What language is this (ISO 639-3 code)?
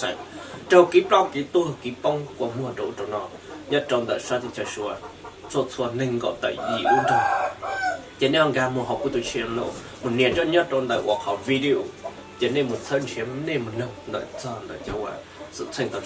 hmn